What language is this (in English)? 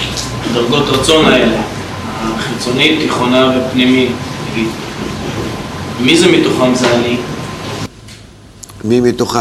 Hebrew